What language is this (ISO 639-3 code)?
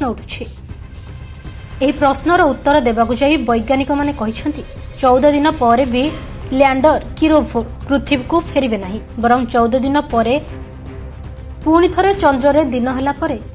ori